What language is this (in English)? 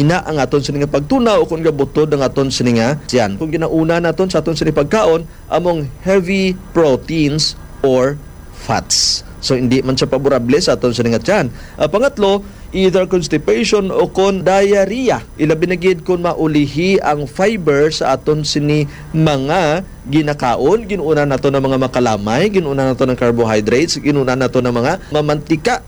Hiligaynon